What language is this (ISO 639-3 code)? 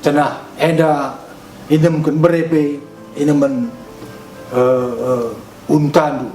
btx